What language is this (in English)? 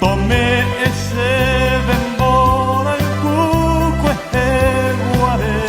Guarani